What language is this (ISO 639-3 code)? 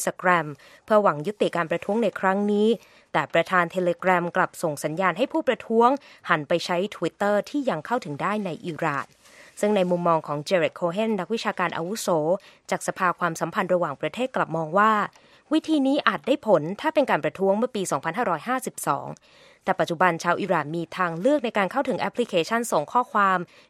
tha